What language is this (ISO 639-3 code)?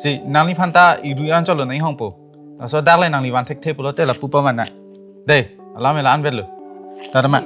mjw